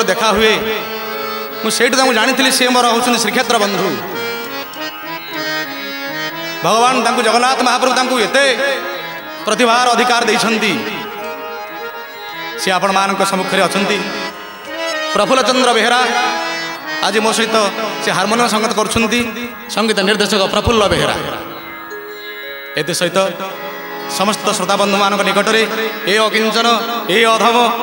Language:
Odia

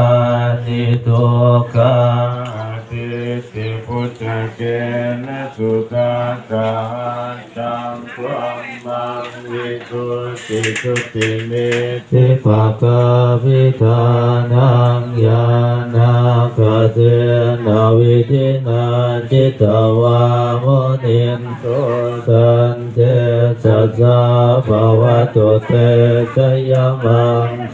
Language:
Pali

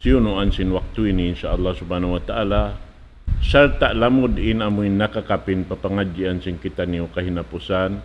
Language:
Tausug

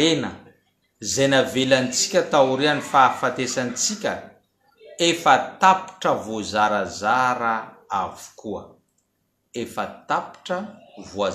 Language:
Malagasy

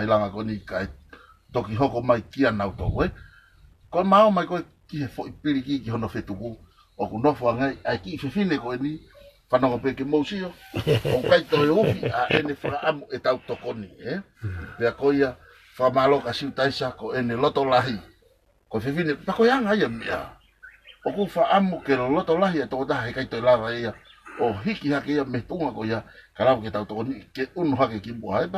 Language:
Tongan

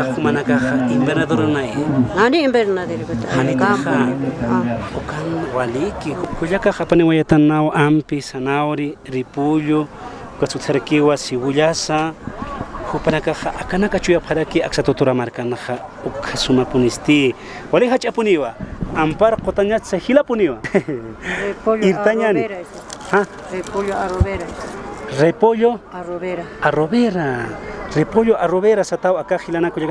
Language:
Aymara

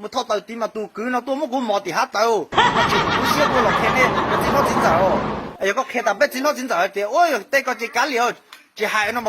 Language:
Hmong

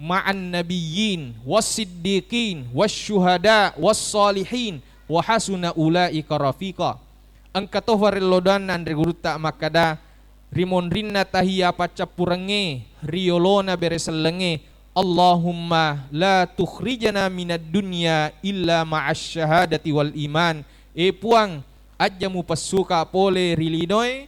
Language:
Buginese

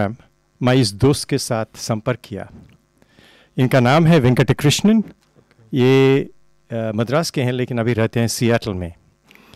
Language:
Hindi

